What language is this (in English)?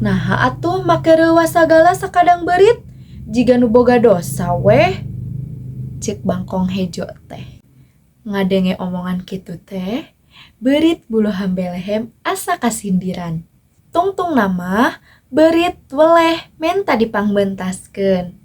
Sundanese